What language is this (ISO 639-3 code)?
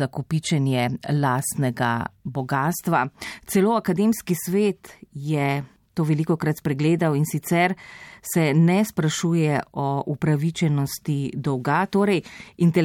slv